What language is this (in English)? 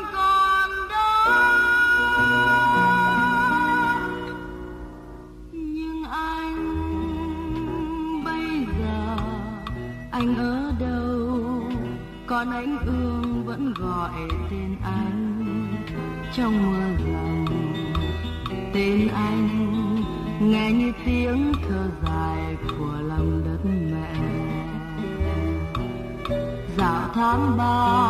Vietnamese